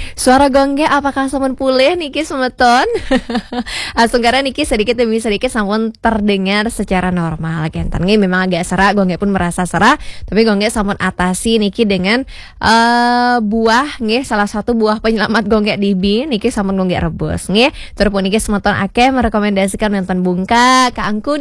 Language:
Balinese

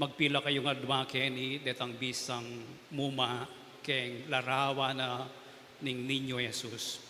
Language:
Pampanga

